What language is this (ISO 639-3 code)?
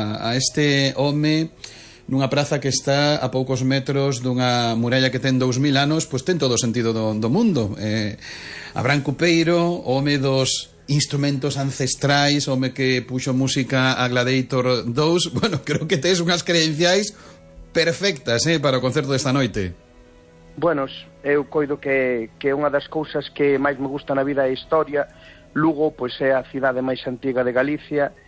glg